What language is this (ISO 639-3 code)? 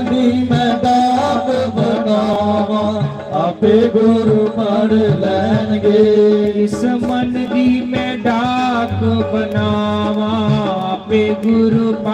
doi